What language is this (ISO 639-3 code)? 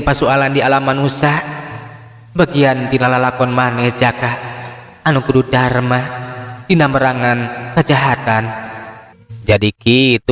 sun